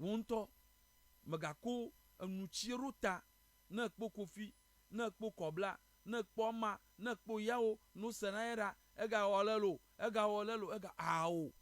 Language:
Ewe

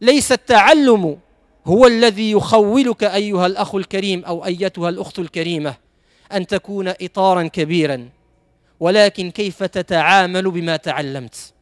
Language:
Moroccan Arabic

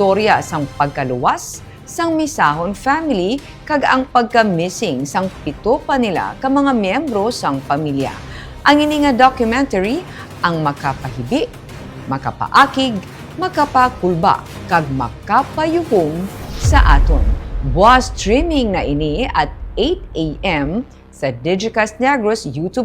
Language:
Hiligaynon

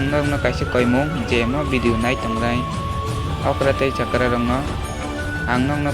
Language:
Kok Borok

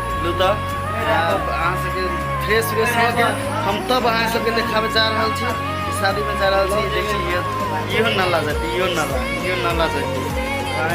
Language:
Maithili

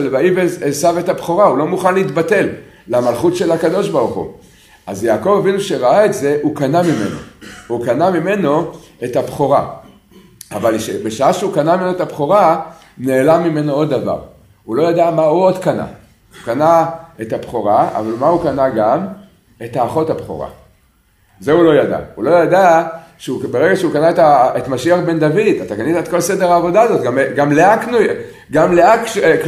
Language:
Hebrew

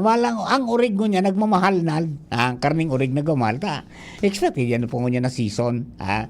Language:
Bikol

